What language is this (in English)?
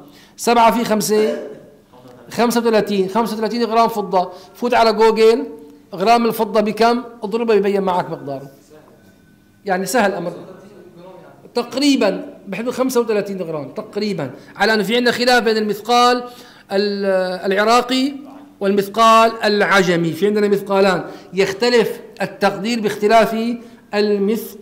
Arabic